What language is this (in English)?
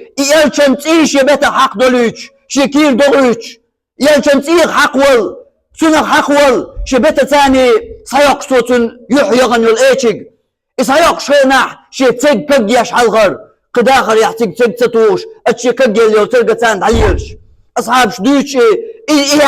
Chechen